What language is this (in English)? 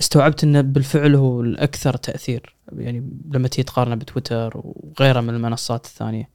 Gulf Arabic